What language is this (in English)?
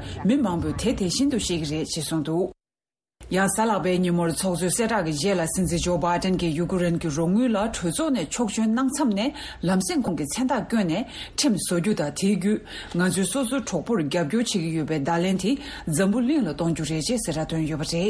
Tibetan